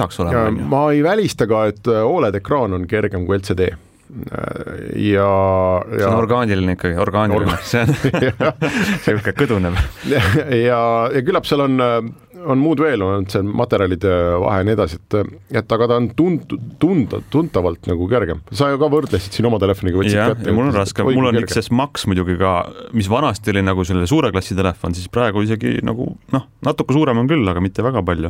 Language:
Estonian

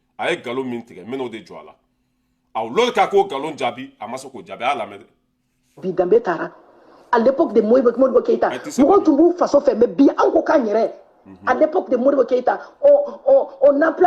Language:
Bambara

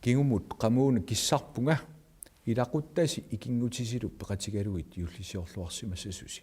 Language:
Kalaallisut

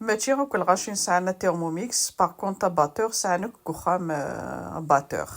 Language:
Kabyle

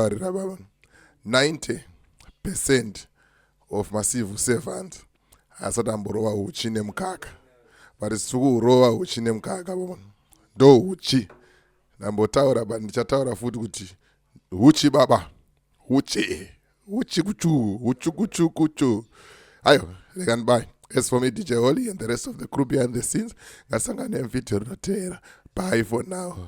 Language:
Shona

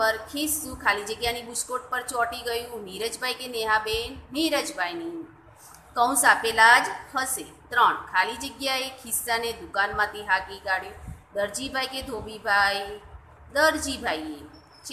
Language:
Gujarati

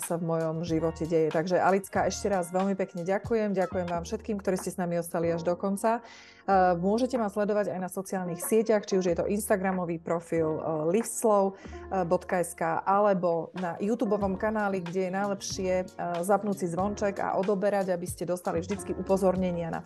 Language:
Slovak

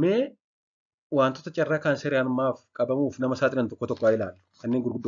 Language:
Oromo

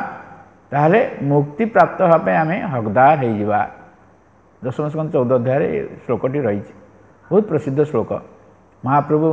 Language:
Odia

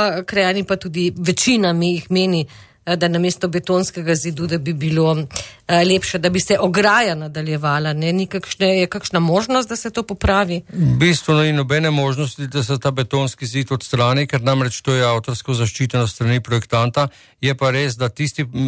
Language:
Slovenian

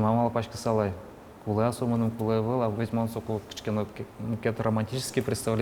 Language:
Udmurt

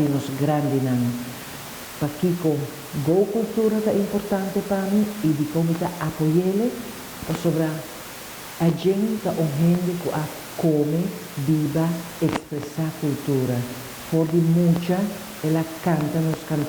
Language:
Papiamento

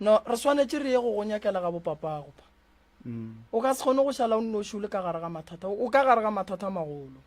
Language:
Northern Sotho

